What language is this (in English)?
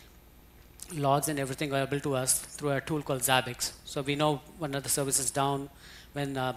English